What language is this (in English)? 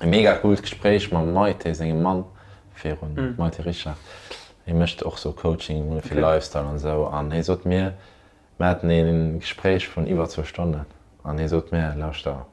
Luxembourgish